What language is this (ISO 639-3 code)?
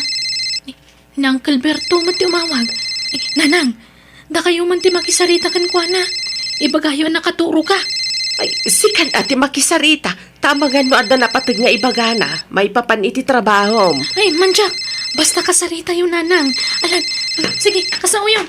ilo